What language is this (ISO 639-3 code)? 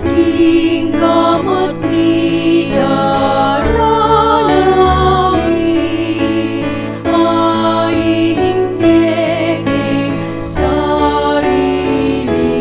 pam